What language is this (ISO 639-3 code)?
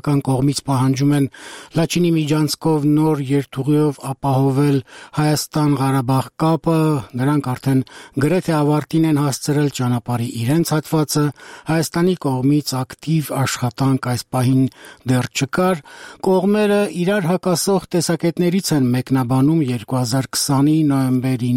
hye